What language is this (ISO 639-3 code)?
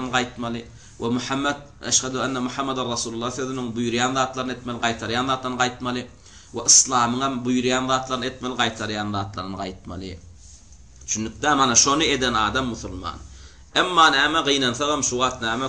tuk